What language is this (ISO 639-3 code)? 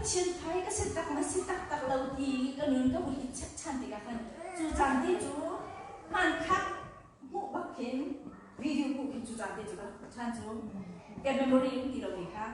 cnh